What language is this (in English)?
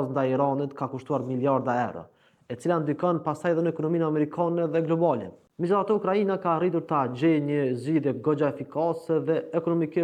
Albanian